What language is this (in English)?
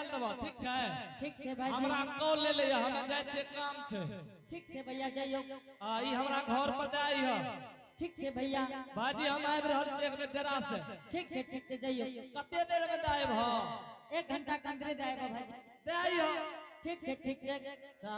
Angika